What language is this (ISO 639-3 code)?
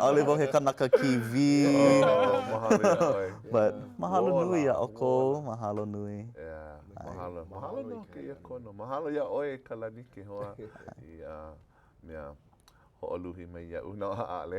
haw